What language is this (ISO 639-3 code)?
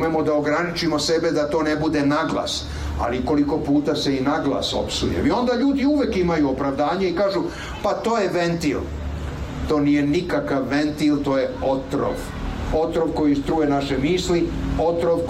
srp